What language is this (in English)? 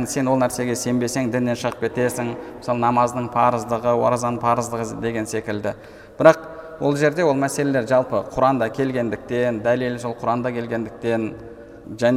Kazakh